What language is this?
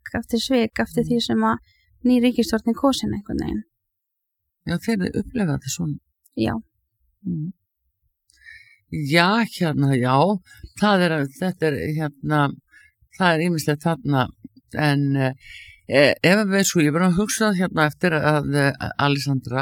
Icelandic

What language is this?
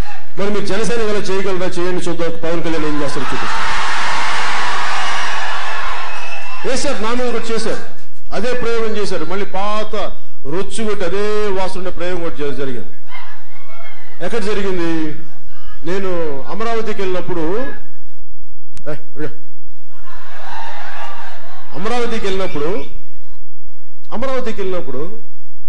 Telugu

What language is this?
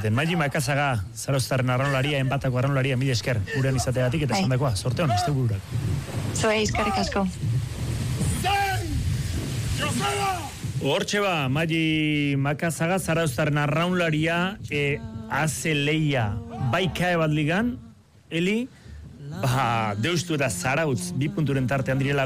Basque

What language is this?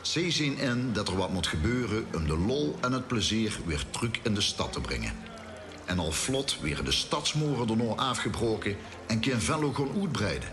Limburgish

